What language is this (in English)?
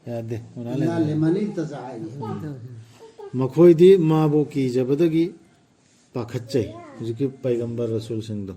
Manipuri